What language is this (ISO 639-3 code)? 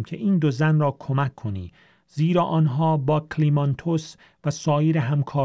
fas